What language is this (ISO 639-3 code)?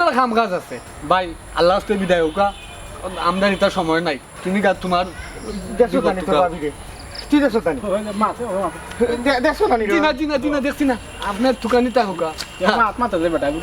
syl